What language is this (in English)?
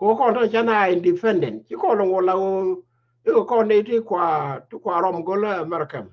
Nuer